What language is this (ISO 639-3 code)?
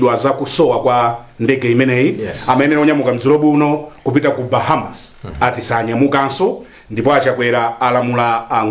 nya